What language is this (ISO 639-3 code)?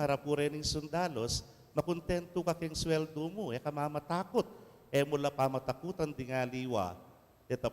pam